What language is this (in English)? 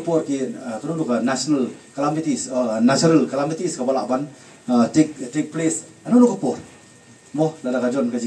Khasi